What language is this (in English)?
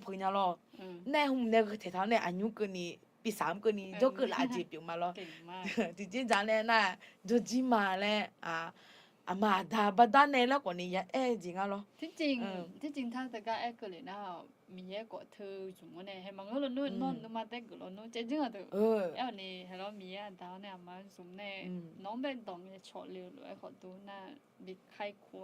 Akha